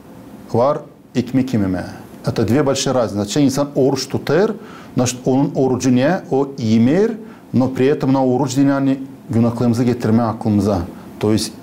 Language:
Gagauz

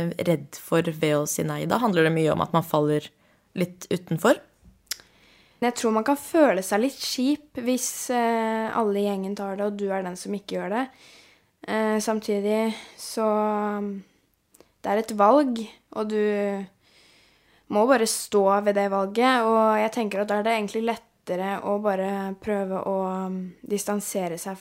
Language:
Norwegian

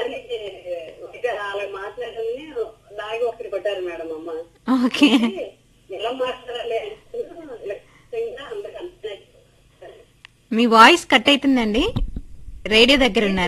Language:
Telugu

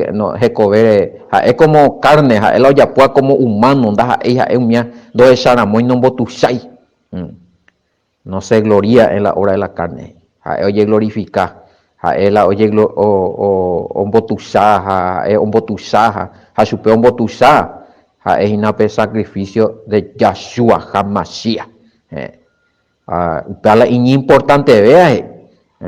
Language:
Guarani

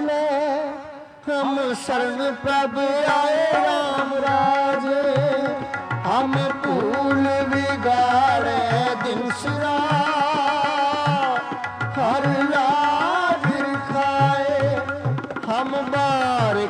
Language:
Punjabi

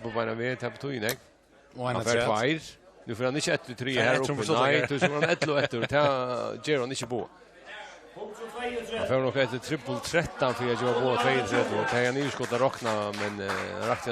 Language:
Faroese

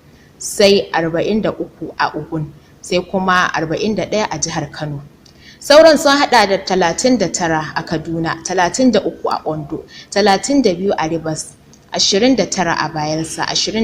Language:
Hausa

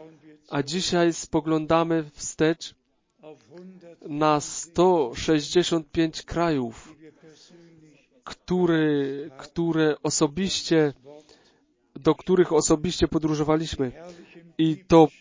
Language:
Polish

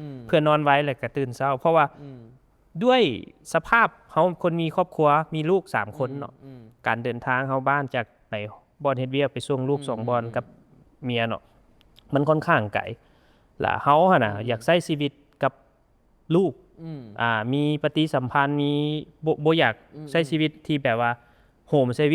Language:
Lao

